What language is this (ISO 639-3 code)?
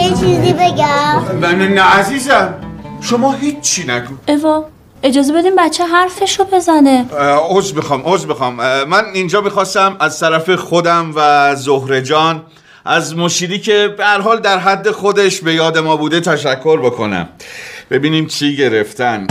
fas